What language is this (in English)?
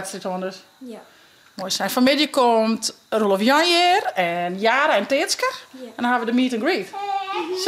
Western Frisian